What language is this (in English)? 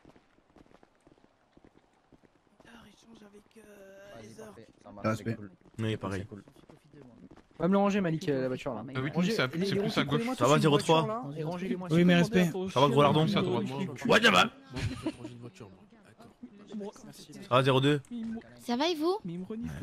French